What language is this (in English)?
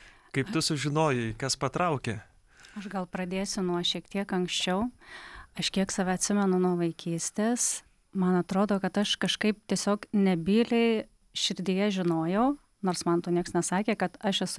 Lithuanian